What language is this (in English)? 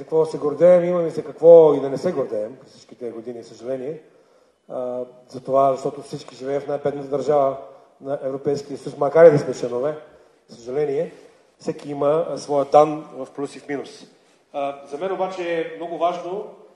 Bulgarian